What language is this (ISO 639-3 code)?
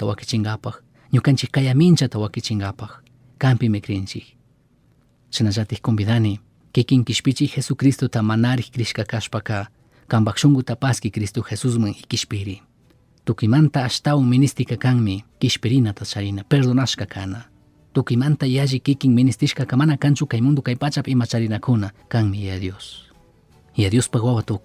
qug